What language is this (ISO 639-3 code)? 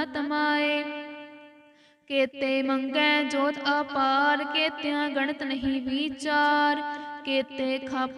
pan